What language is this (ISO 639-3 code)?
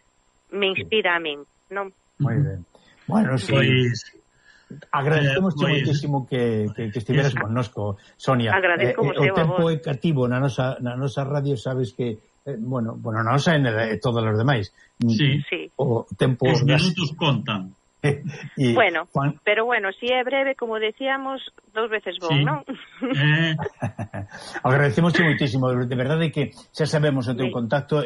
glg